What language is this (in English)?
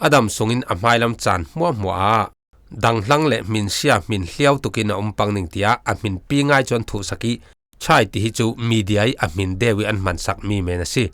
Falam Chin